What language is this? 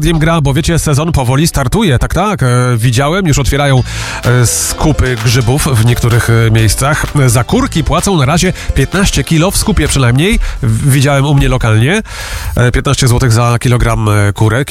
Polish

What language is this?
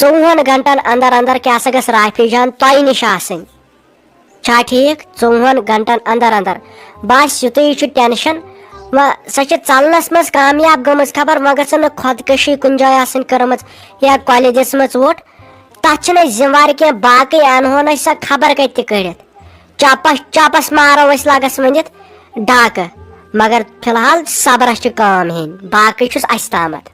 Kashmiri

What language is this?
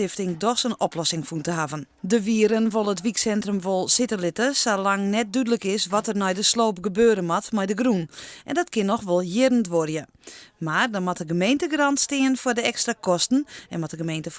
Western Frisian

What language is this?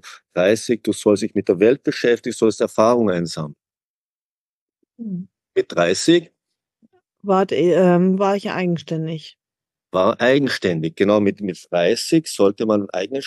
German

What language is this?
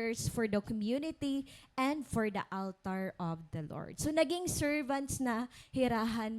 Waray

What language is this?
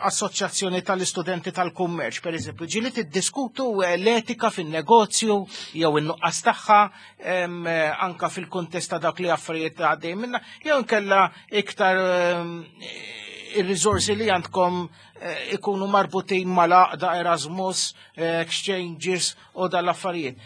Maltese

